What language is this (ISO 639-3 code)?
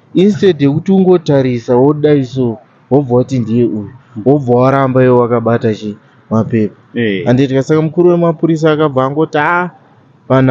sna